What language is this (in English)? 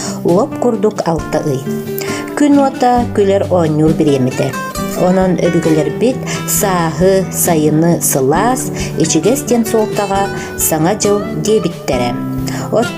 Yakut